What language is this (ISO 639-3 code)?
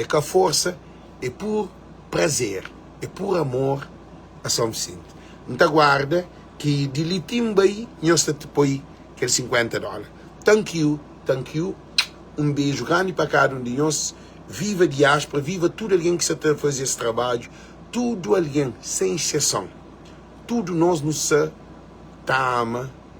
kea